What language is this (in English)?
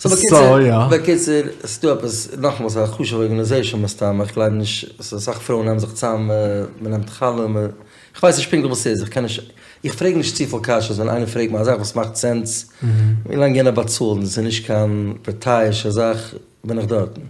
Yiddish